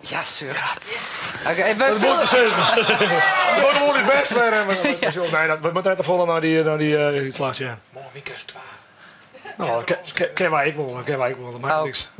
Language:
Western Frisian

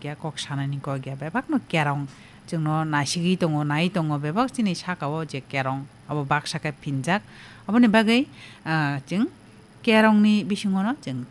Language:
Kok Borok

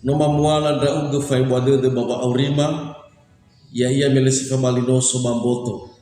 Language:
Nias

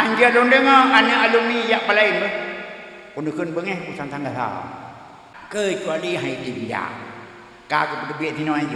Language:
Achinese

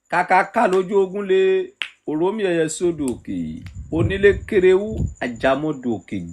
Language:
Yoruba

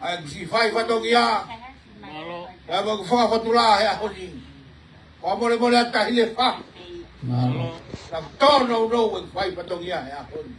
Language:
Tongan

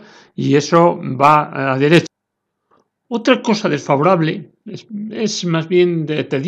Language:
Spanish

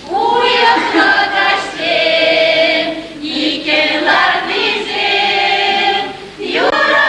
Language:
Chuvash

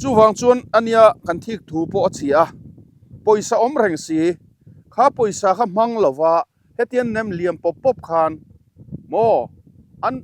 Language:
Mizo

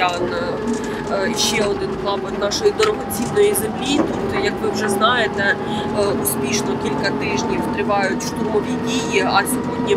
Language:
Ukrainian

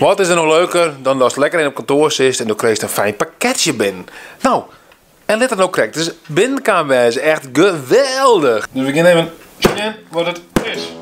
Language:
Western Frisian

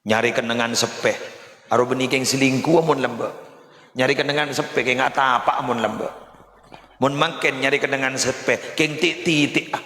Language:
Madurese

